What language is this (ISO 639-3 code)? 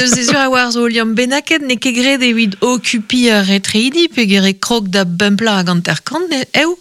bre